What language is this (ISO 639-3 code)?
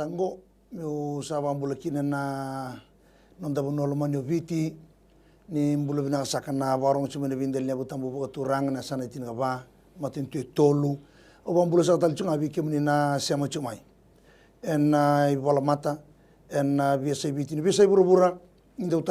fij